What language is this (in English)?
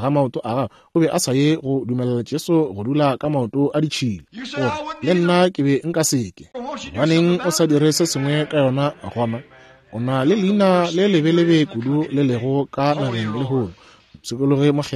Northern Sotho